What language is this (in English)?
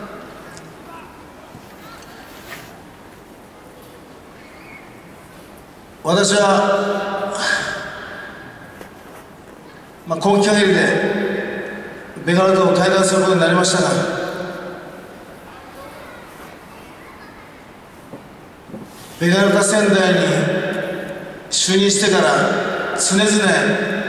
Japanese